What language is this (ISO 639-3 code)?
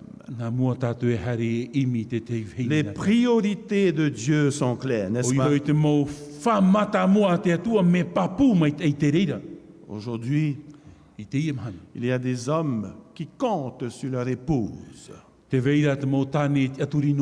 tah